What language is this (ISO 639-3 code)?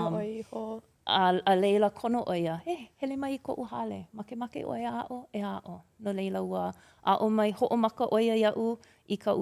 haw